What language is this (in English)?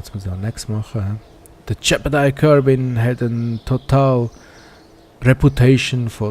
Swiss German